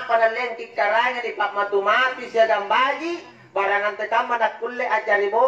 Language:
Makasar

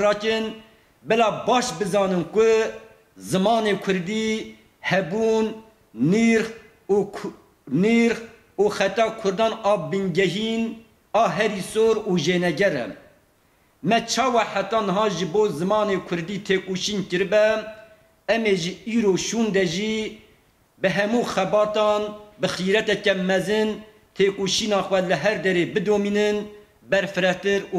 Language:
Kurdish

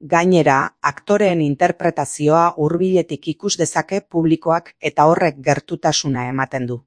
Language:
Basque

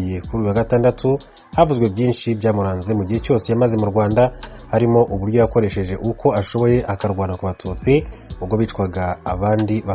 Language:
Kinyarwanda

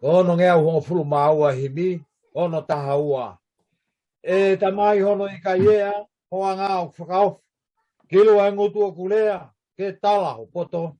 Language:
Tongan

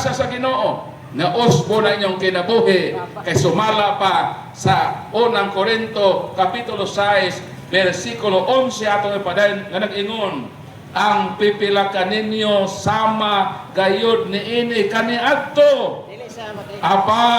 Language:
Cebuano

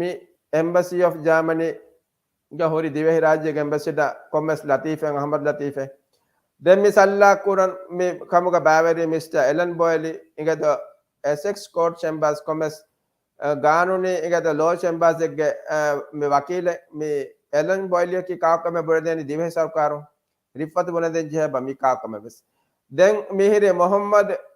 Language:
Divehi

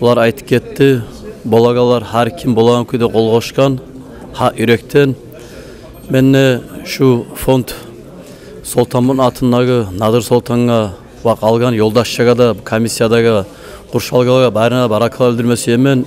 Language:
Kumyk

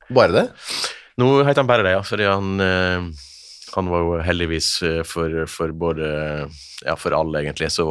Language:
Norwegian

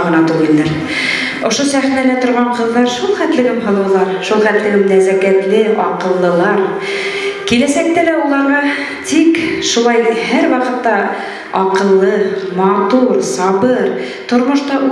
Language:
Bashkir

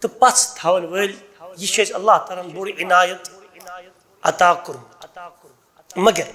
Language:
Kashmiri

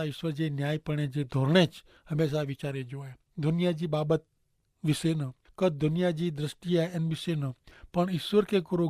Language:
Kachhi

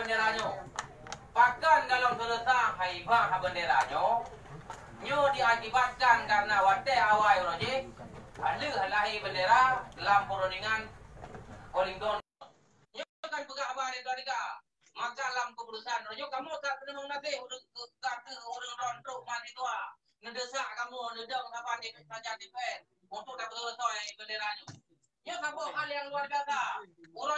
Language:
Achinese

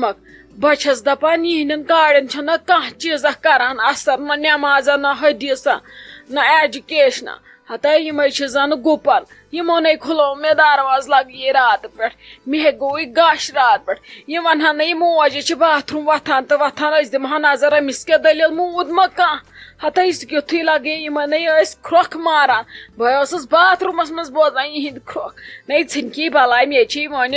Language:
Kashmiri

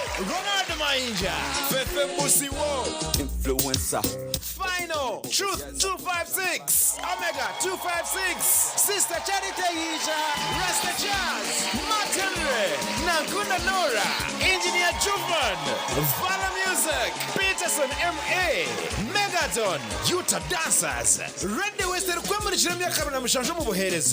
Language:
Nyankole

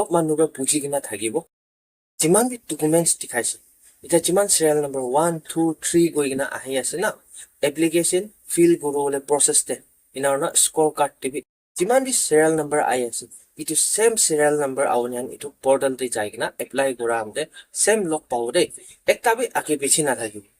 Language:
Naga Pidgin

